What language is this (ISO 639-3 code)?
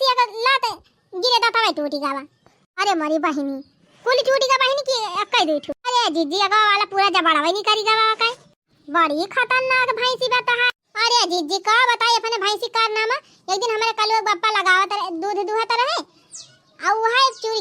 awa